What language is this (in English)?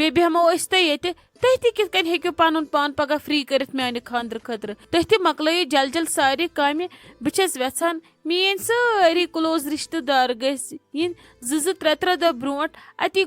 Kashmiri